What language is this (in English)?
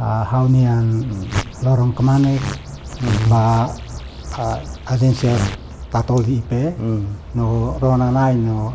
Tetum